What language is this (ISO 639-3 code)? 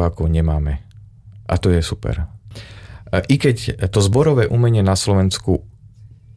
slk